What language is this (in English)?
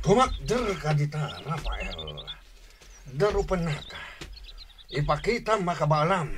Iloko